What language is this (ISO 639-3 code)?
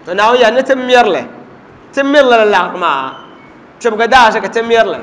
dag